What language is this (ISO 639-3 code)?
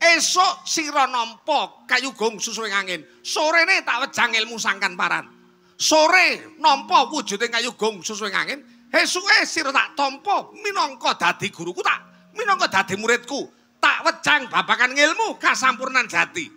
jav